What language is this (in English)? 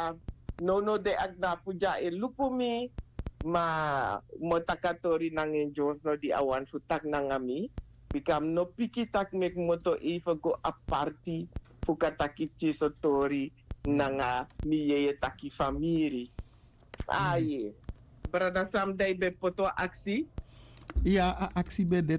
Sranan Tongo